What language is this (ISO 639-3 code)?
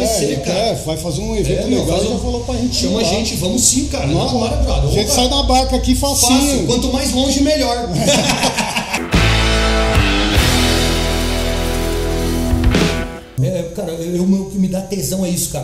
por